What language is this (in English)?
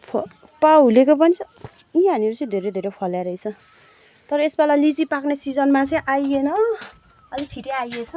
Nepali